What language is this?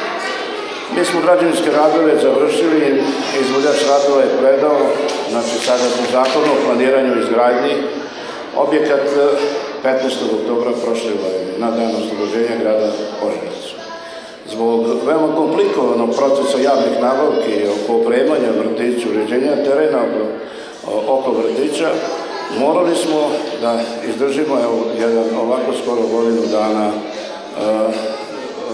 Serbian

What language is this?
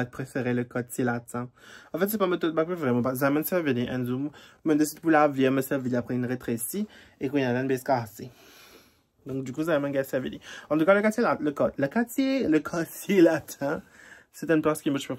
Morisyen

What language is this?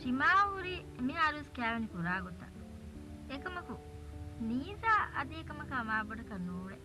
Divehi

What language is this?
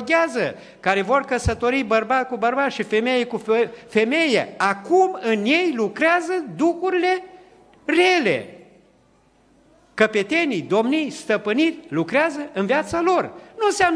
Romanian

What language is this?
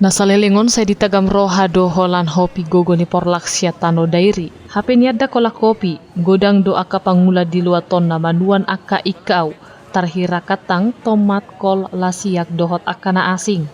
Batak Toba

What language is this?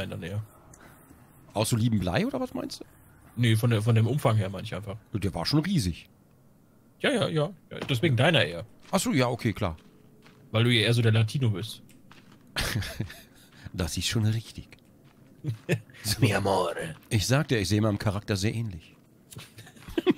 German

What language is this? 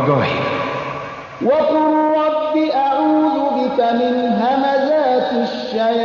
Tajik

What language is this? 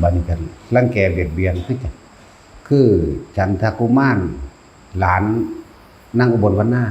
Northeastern Thai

